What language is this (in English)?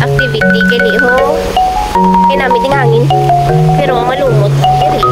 Hiligaynon